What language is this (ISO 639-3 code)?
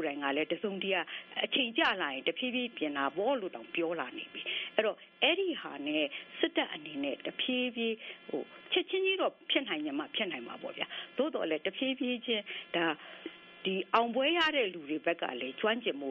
mya